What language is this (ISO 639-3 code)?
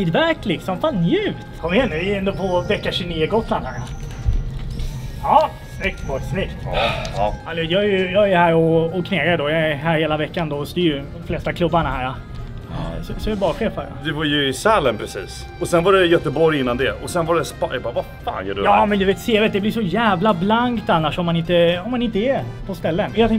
swe